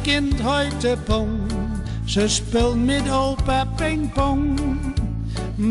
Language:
Gronings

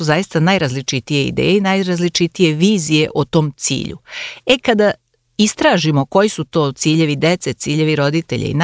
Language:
Serbian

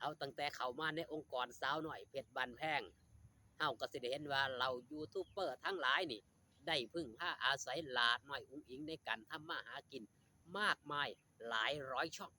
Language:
Northeastern Thai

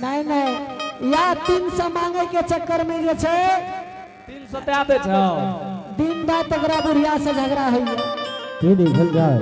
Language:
Angika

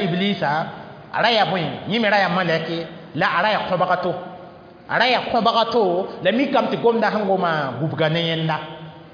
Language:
Mossi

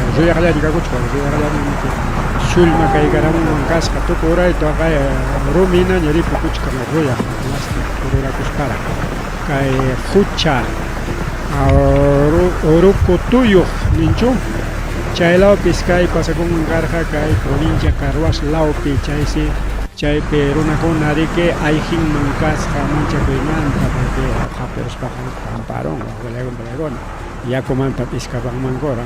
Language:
Ayacucho Quechua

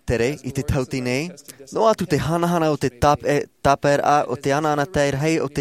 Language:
Tahitian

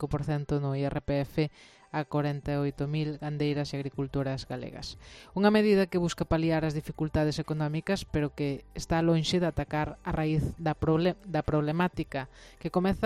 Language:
Galician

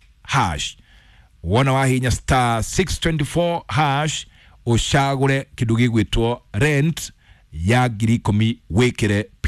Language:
Kikuyu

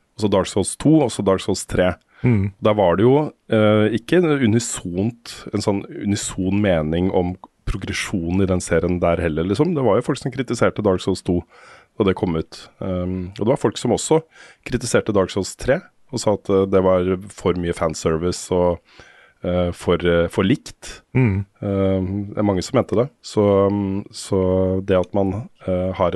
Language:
Norwegian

